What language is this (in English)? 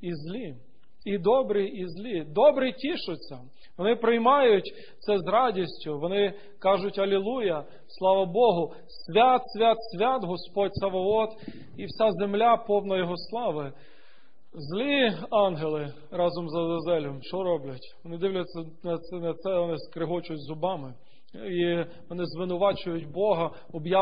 Ukrainian